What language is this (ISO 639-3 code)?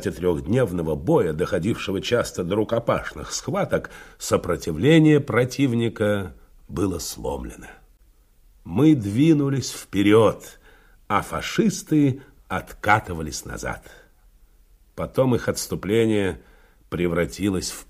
rus